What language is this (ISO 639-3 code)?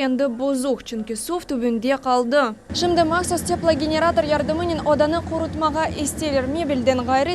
crh